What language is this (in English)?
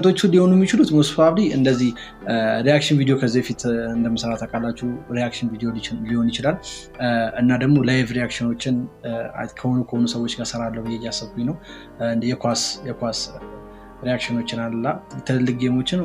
Amharic